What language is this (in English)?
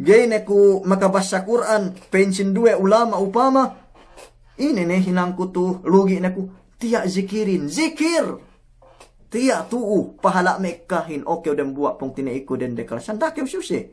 Yakan